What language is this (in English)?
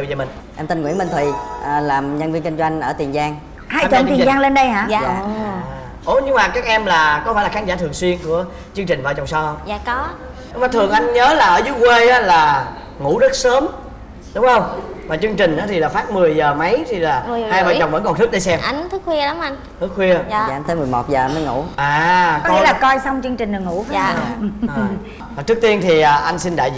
Vietnamese